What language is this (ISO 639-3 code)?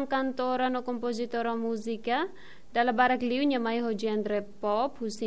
tet